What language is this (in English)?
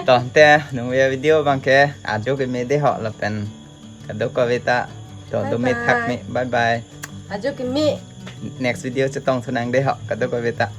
Karbi